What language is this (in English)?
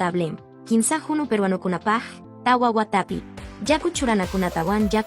Quechua